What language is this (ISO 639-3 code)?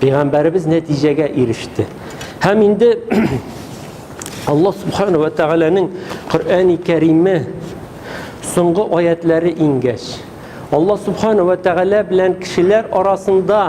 tat